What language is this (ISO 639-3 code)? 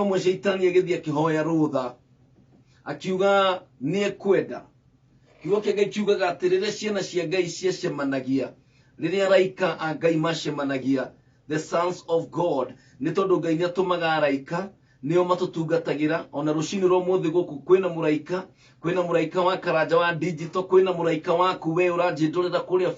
kik